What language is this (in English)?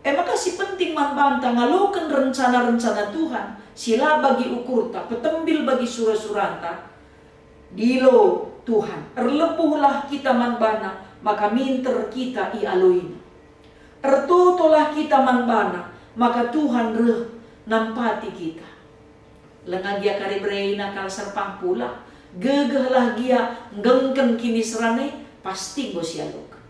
Batak Karo